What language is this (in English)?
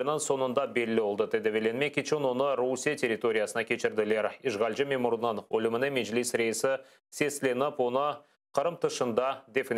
Crimean Tatar